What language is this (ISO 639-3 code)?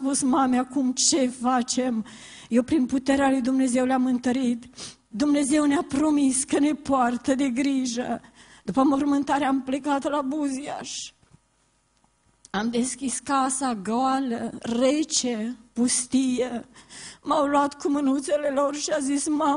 ron